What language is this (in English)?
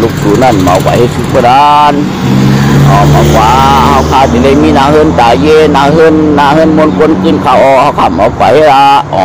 Shan